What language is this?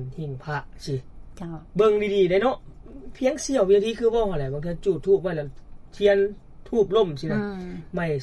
Lao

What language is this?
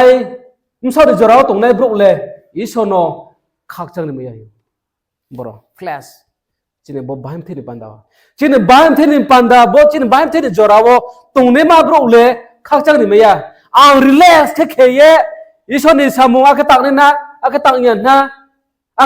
Riang (India)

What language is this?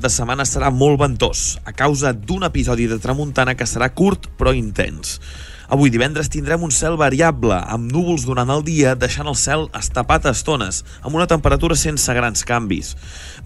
Catalan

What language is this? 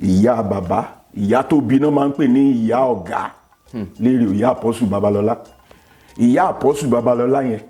Yoruba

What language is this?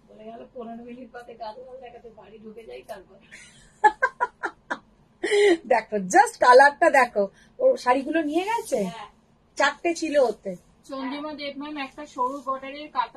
Bangla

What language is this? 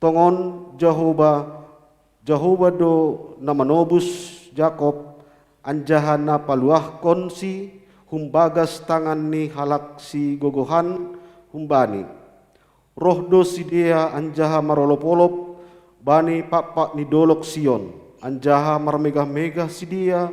Batak Simalungun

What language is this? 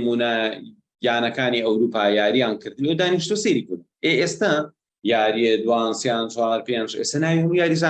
Central Kurdish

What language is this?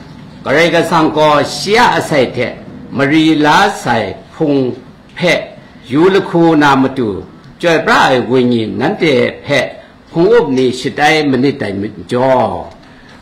Kachin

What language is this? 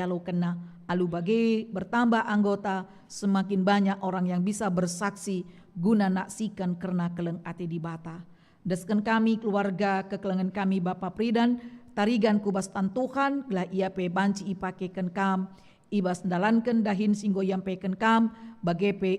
Batak Karo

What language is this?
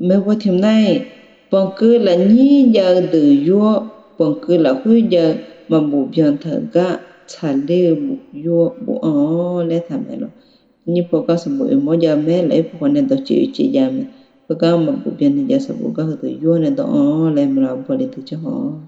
Akha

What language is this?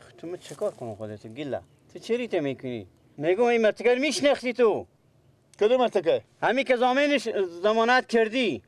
Persian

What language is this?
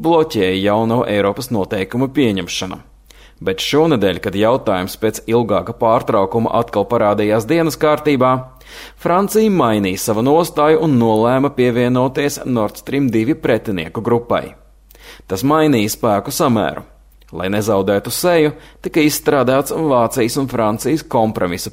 Latvian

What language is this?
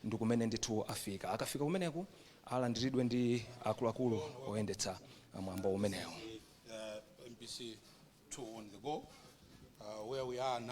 Nyanja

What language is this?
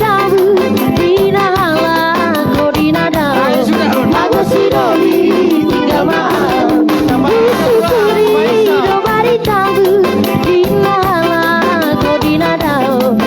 Batak Toba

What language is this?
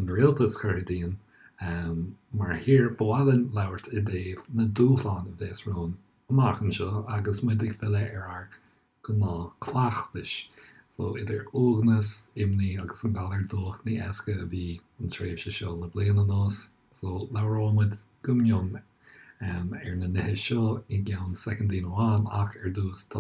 Irish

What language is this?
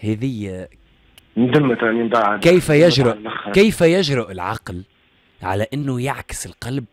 Tunisian Arabic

